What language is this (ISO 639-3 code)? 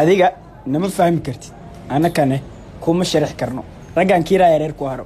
som